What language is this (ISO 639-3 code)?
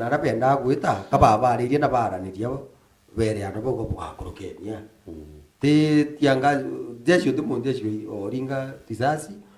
mer